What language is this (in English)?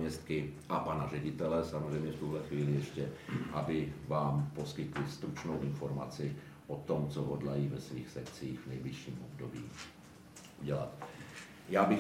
Czech